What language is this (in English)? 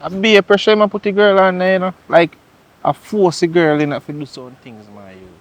Jamaican Creole English